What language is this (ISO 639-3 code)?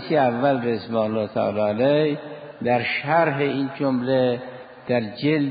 fas